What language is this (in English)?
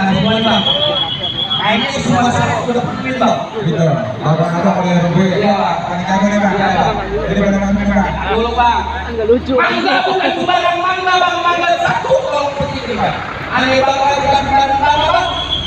Betawi